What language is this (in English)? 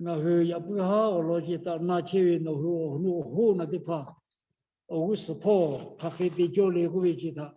Lahu